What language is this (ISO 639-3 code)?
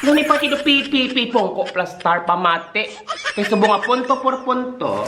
hil